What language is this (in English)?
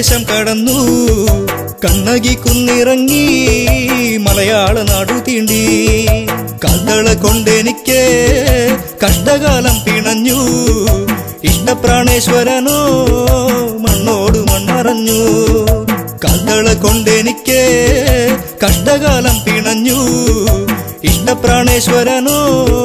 Malayalam